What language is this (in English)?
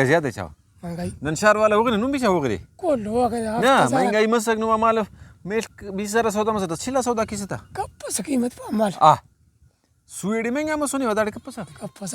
Brahui